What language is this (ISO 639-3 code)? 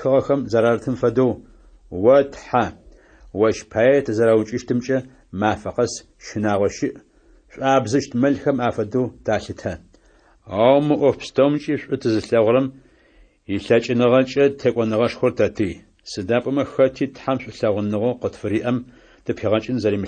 ady